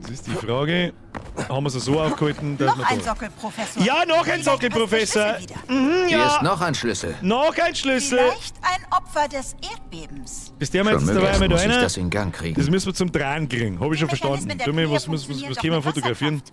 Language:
Bavarian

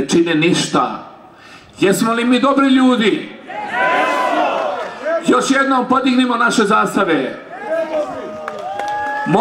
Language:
Bosnian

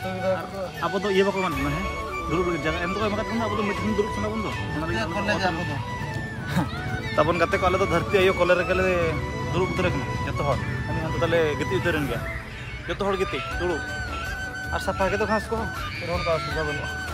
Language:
Santali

